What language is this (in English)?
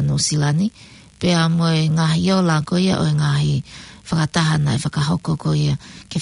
Tongan